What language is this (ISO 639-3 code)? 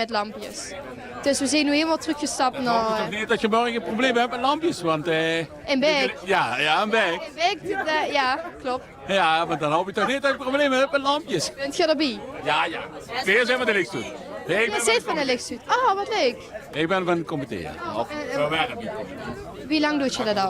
lim